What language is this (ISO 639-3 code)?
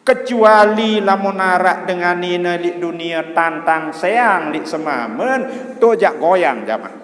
sas